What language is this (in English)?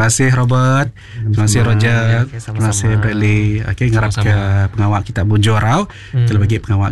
Iban